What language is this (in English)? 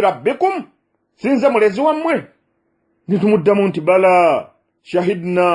Ganda